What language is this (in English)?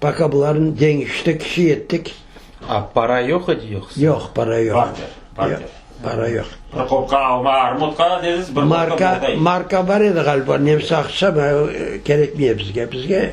Crimean Tatar